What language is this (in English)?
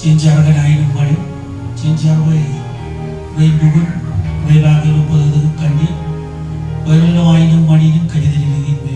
Marshallese